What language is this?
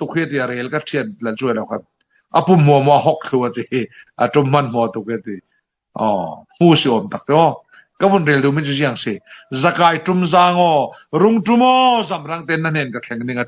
Falam Chin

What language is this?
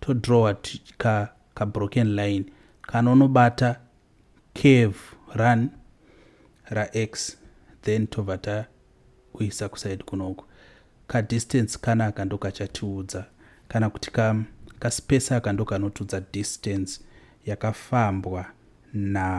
Shona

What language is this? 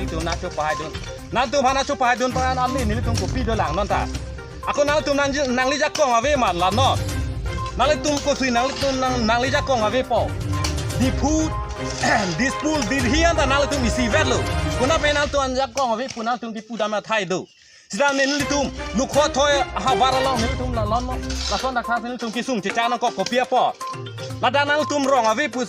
Karbi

